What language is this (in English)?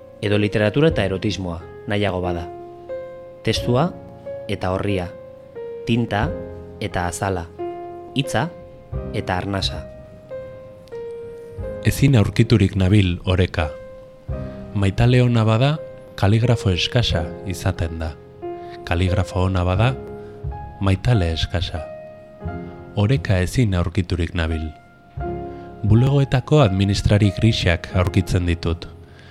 Basque